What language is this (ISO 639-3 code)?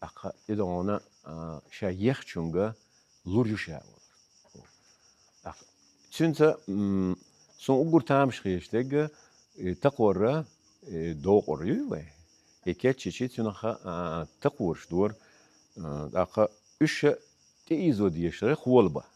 che